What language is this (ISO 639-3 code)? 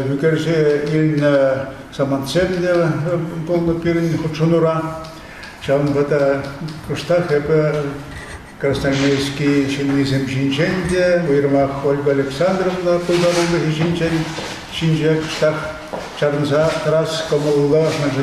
chv